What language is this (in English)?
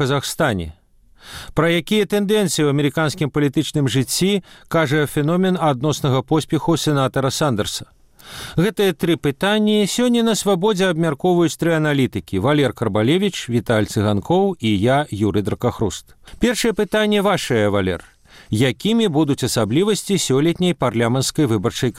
Belarusian